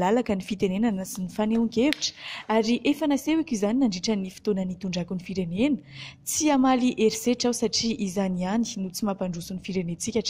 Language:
Malagasy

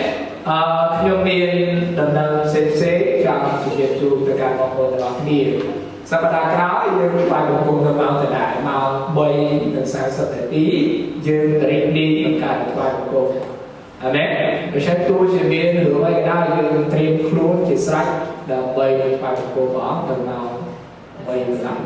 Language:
Khmer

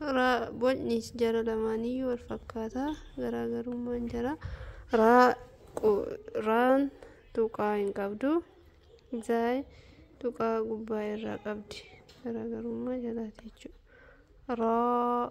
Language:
Oromo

